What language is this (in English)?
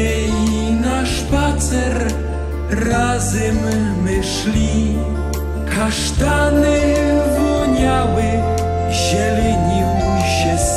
Silesian